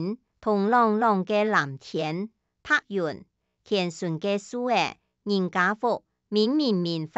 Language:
Hakka Chinese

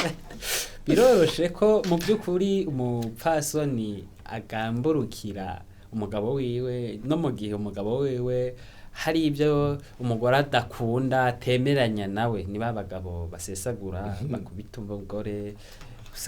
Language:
Rundi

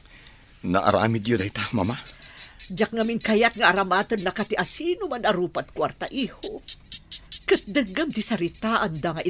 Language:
Iloko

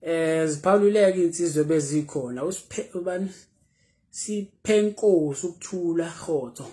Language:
Zulu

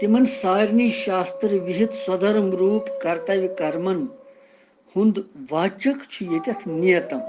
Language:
Kashmiri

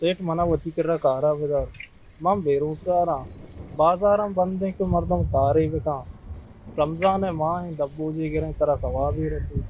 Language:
Baluchi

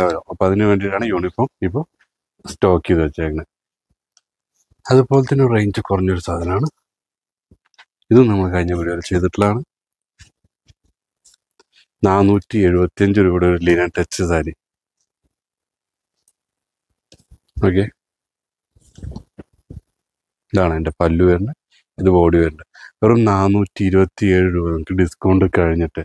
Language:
Malayalam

